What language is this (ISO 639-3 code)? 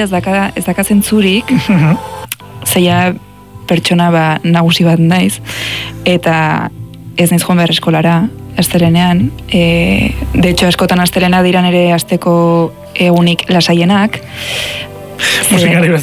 eus